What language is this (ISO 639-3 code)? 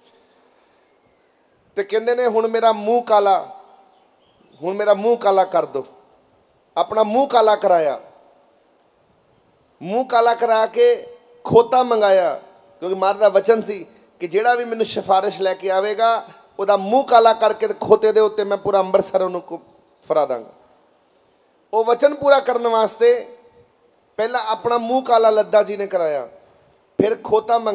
pan